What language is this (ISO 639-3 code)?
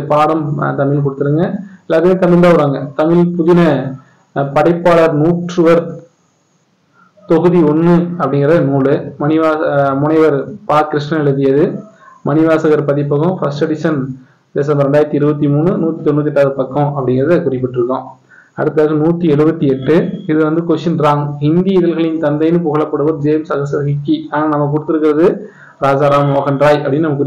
tam